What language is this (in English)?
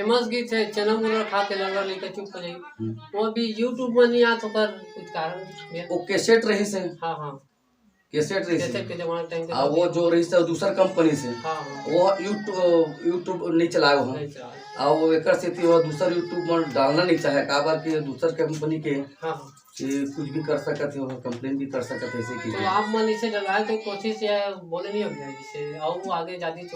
Chhattisgarhi